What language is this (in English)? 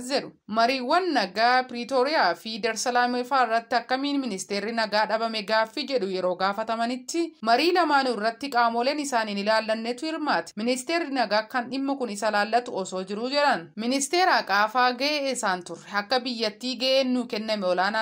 Oromo